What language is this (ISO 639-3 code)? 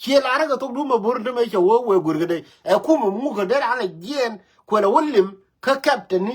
nus